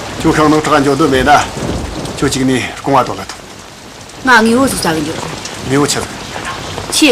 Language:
Tibetan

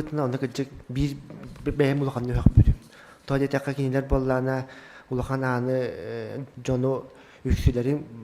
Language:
Yakut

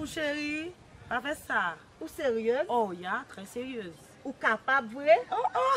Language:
Haitian Creole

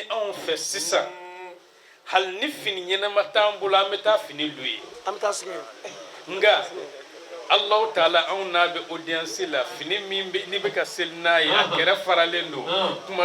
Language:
Bambara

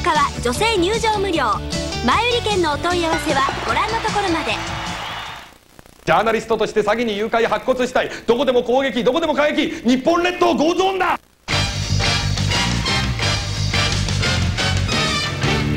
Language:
Japanese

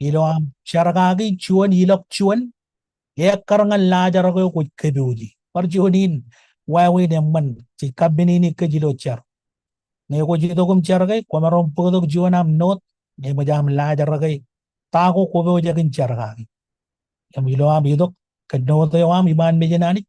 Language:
Marshallese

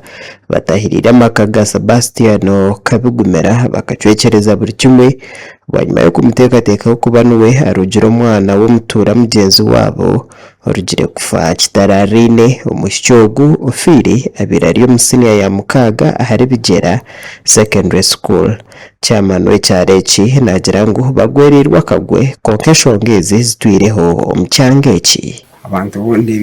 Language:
Nyankole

